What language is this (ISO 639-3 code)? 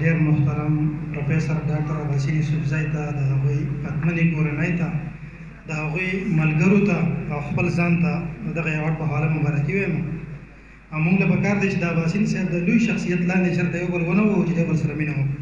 pus